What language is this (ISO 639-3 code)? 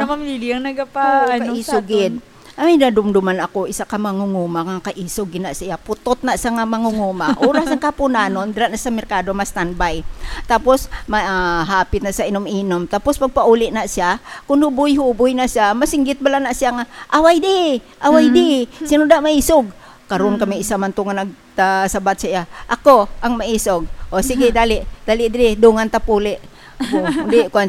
hil